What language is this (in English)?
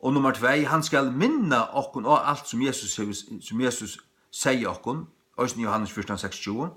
Faroese